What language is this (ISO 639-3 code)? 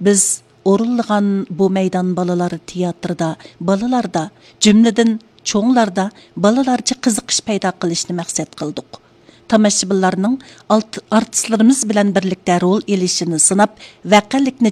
uig